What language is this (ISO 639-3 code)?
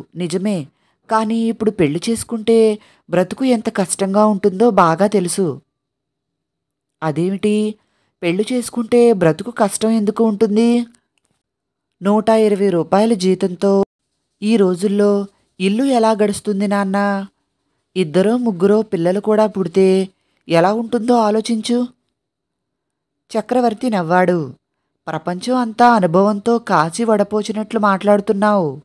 tel